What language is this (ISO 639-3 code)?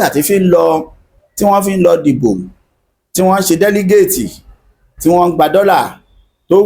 yor